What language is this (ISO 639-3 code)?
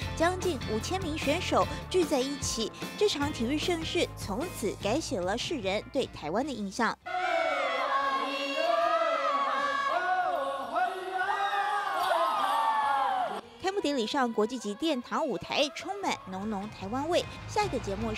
zho